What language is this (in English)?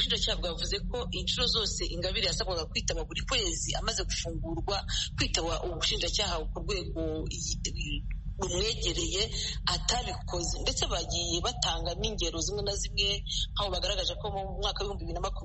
Kinyarwanda